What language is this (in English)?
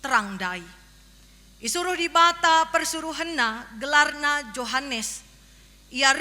Batak Karo